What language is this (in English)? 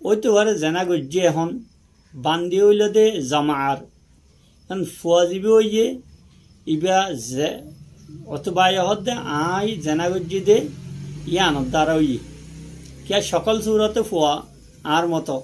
Rohingya